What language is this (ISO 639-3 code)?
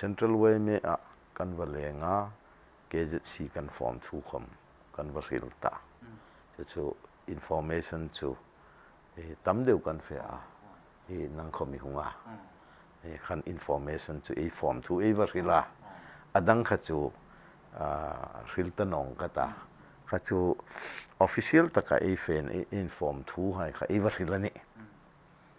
hmr